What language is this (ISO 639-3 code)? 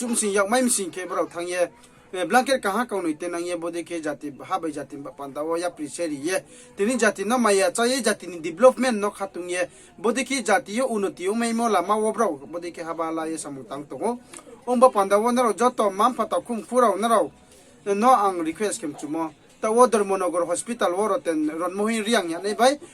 ria